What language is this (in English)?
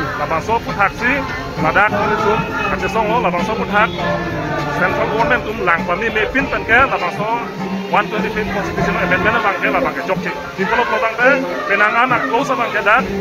Karbi